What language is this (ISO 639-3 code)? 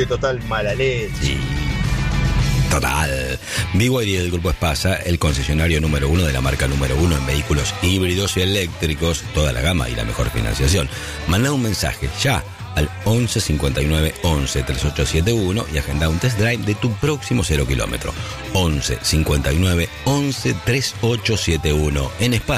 spa